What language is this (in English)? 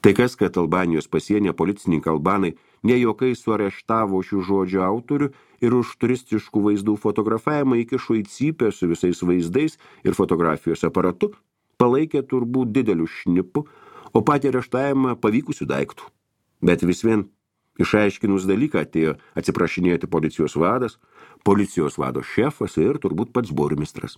Lithuanian